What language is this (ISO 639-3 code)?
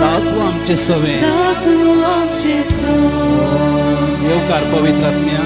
kok